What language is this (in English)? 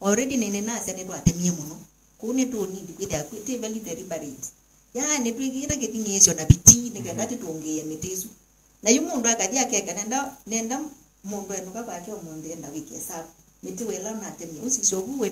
Kamba